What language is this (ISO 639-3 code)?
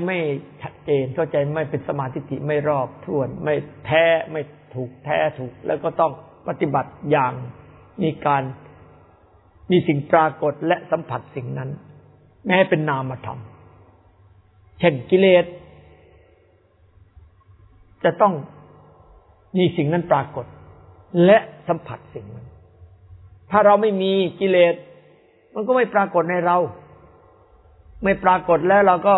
tha